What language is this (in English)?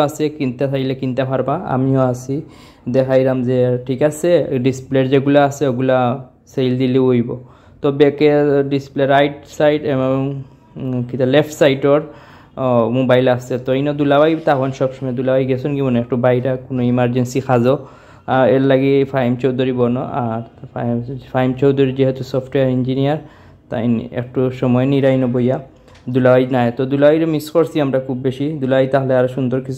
Sylheti